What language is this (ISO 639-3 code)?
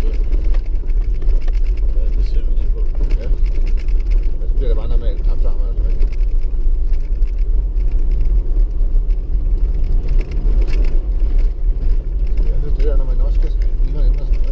dan